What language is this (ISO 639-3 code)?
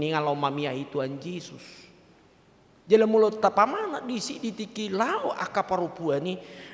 bbc